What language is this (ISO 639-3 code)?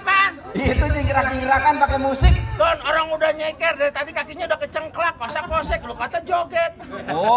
bew